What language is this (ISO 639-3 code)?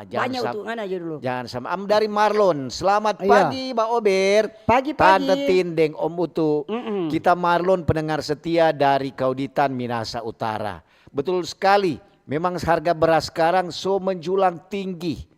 xmm